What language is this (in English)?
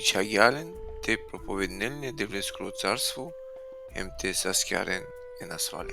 Balkan Romani